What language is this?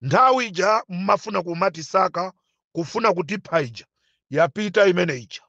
Nyanja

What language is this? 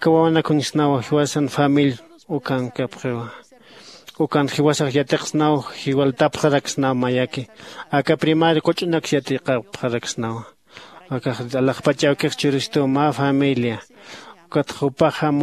Aymara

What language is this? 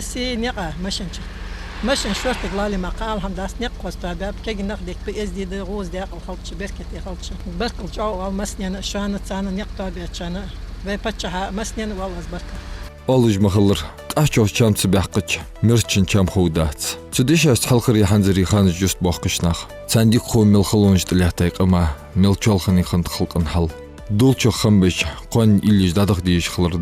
Ingush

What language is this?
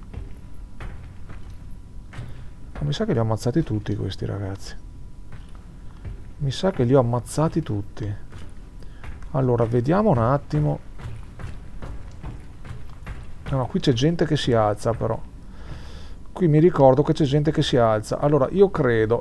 Italian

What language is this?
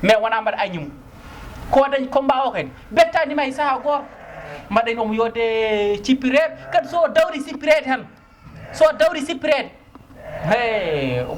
Fula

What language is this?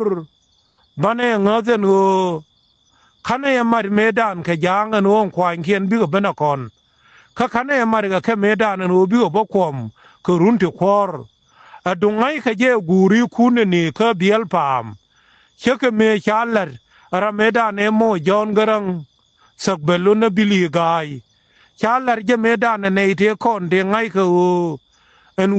Nuer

